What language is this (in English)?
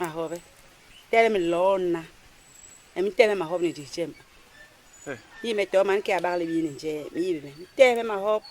Basaa